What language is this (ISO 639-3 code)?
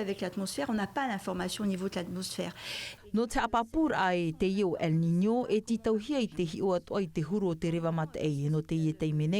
tah